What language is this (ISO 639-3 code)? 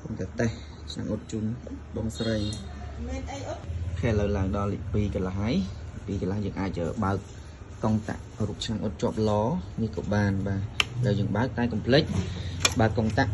khm